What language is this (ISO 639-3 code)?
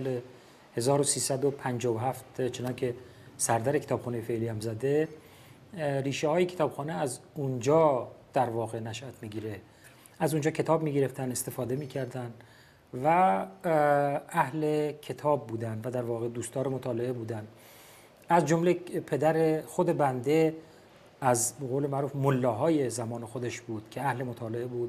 fas